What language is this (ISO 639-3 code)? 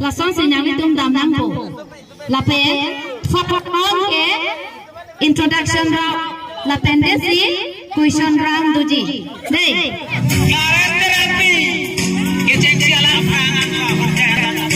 mjw